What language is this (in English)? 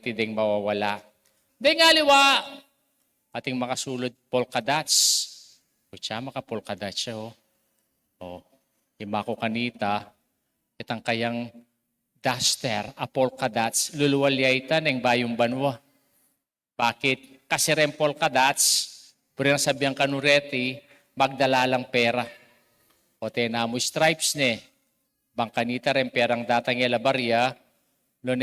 Pampanga